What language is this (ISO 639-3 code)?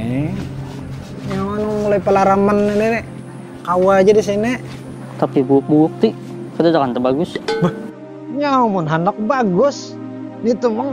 bjn